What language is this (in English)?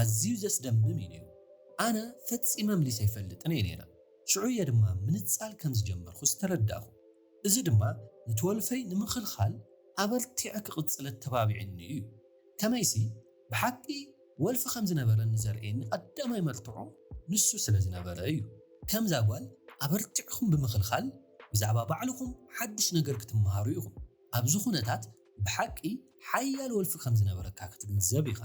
Tigrinya